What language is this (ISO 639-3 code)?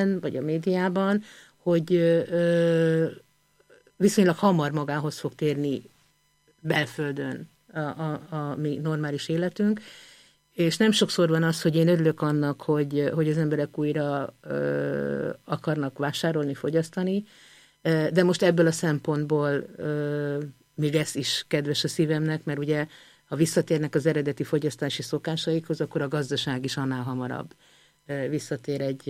hun